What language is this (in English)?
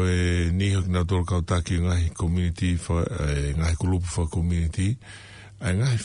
Tongan